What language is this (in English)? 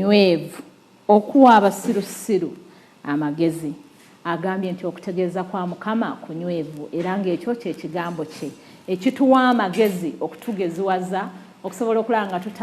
Ganda